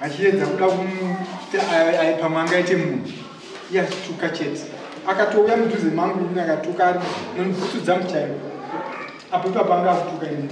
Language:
Shona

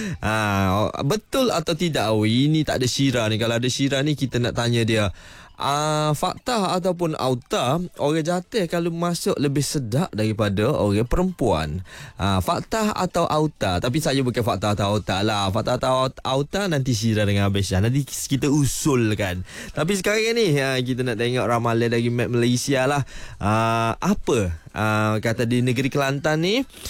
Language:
Malay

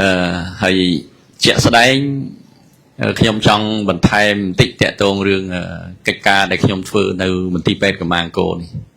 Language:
Khmer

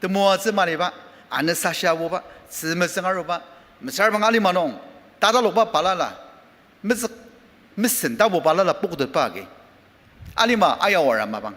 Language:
Ao Naga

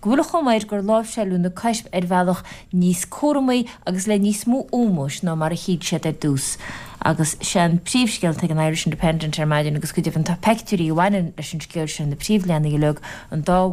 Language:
Irish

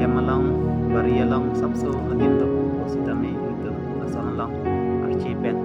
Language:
Karbi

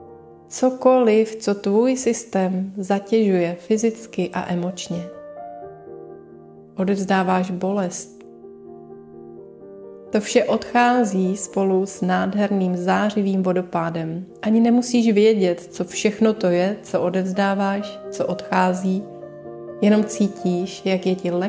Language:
Czech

